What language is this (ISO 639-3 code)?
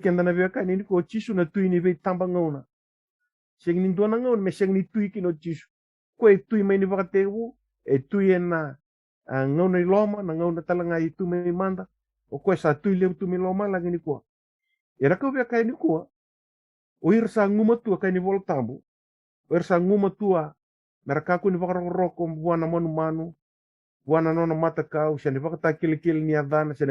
fij